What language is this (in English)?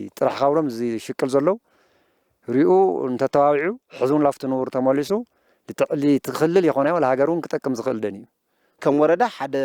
Tigrinya